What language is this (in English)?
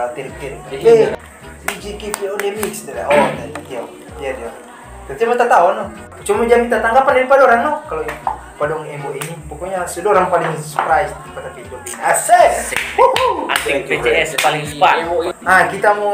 Manado Malay